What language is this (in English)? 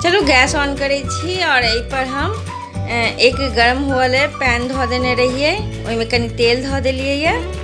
Maithili